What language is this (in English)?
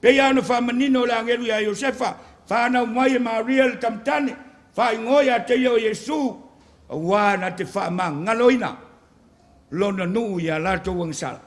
Samoan